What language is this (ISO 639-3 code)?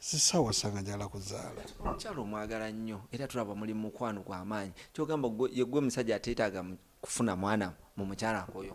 lug